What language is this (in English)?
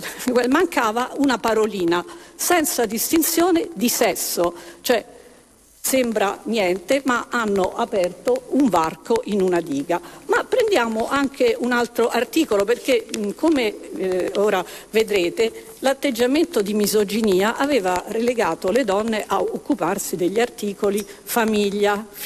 Italian